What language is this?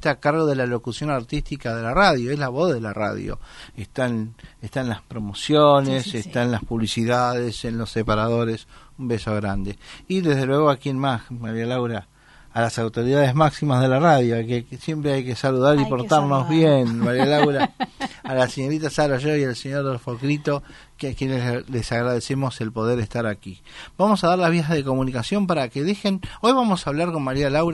Spanish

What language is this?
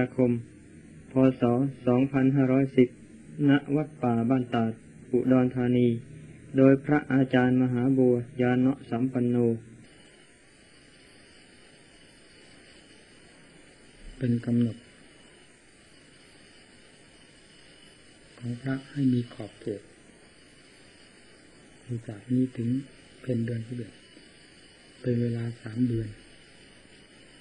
Thai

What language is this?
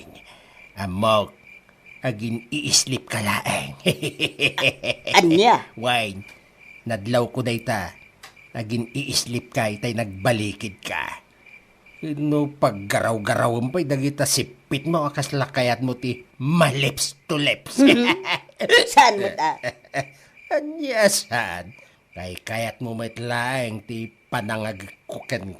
Iloko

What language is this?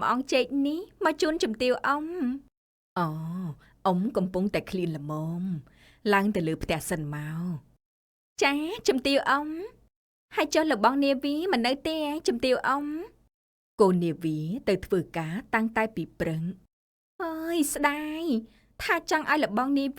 Khmer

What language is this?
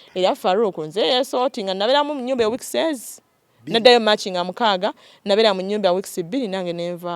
Ganda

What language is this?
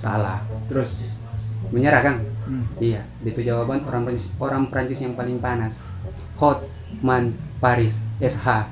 Manado Malay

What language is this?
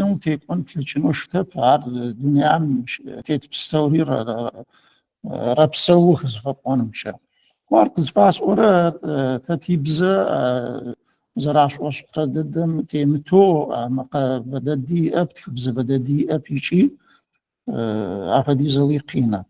Adyghe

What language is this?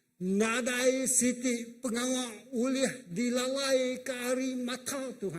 Iban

